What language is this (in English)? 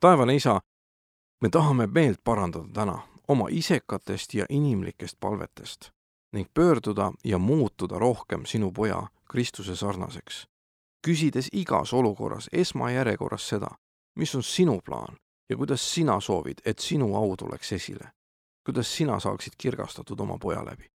Estonian